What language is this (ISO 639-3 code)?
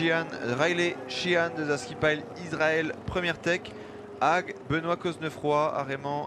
bre